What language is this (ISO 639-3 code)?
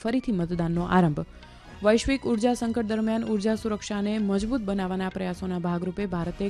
guj